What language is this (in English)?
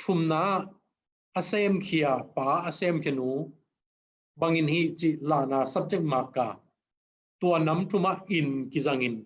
Tedim Chin